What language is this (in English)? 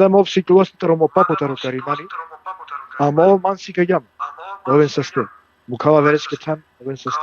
Balkan Romani